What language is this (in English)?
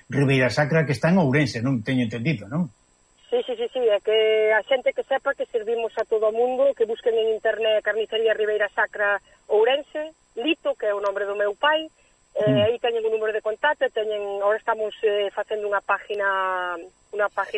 Galician